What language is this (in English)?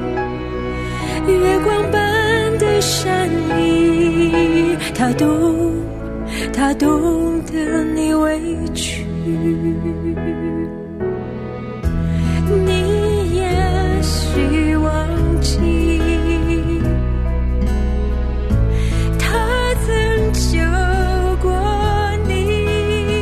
Chinese